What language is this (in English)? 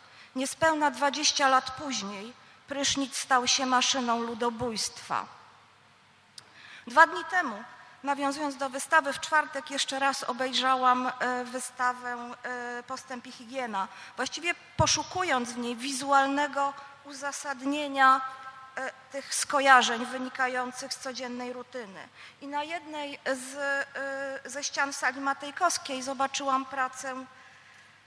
Polish